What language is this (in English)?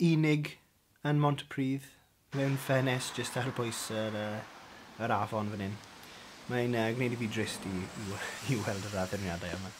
Welsh